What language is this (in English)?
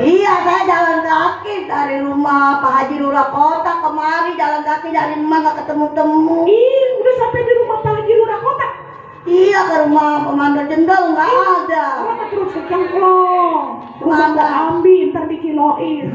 Betawi